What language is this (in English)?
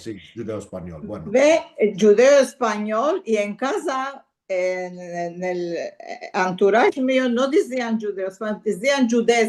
Ladino